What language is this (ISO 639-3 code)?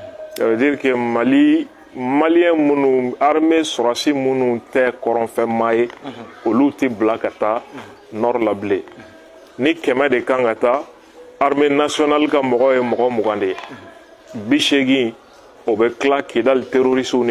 bam